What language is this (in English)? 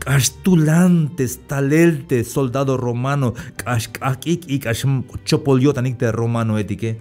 Tzeltal